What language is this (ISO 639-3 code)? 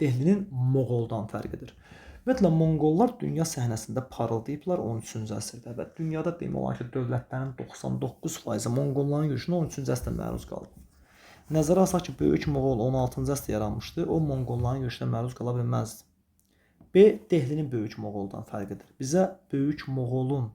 aze